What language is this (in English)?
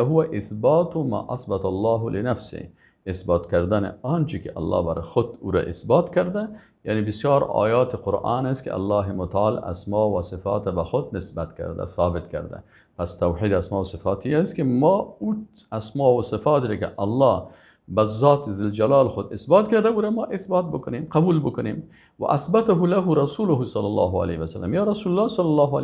Persian